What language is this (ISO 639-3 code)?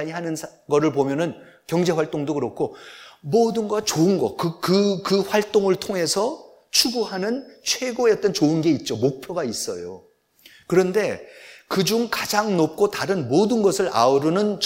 kor